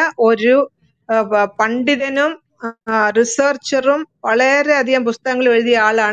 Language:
Malayalam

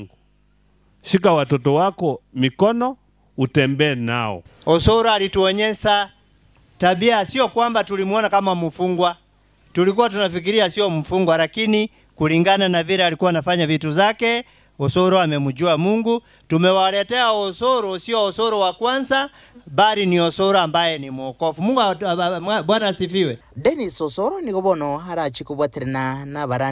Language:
Gusii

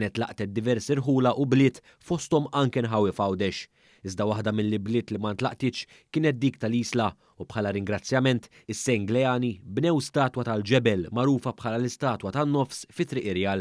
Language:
Maltese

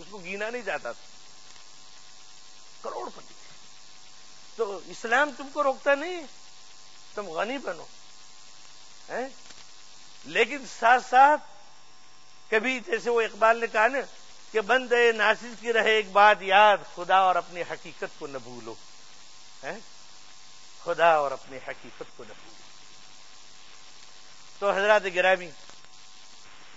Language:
Urdu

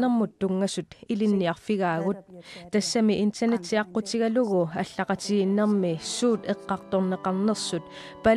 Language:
Kalaallisut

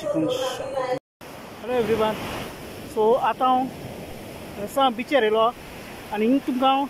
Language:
Konkani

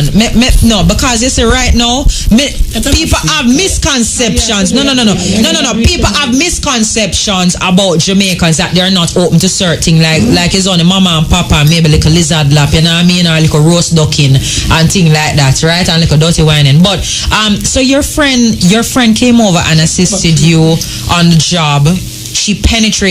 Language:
Jamaican Creole English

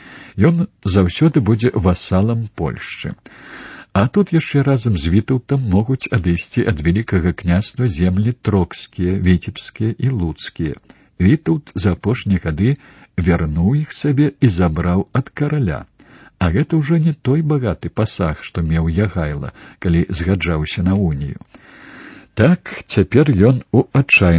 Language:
Belarusian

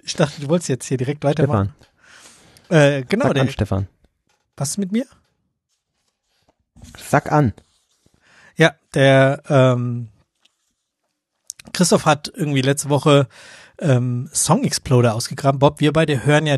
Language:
German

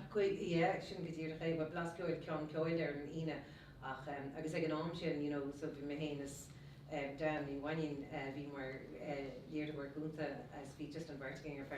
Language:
Irish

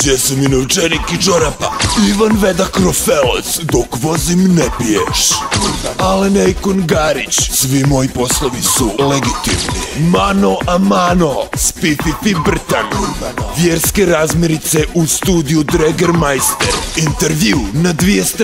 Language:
Croatian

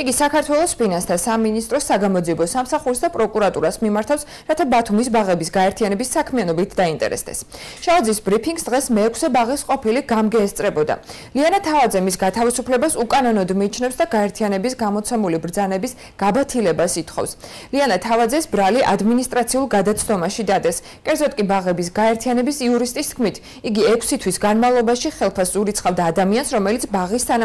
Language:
Georgian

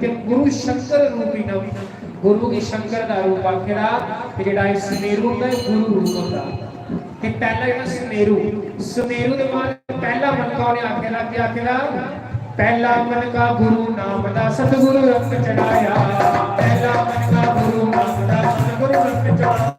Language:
Dogri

